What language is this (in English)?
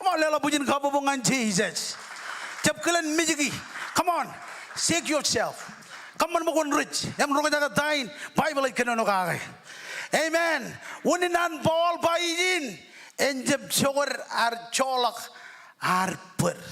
Marshallese